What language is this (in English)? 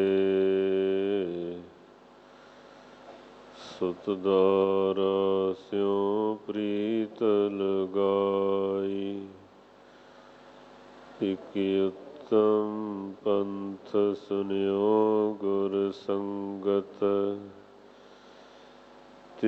Punjabi